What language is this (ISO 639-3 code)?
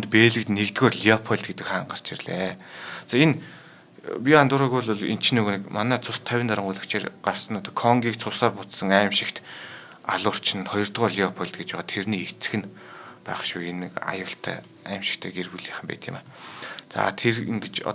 mon